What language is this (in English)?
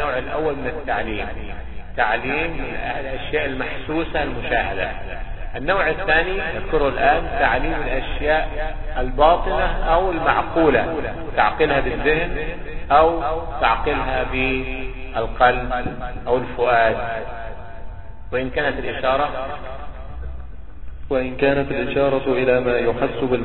Arabic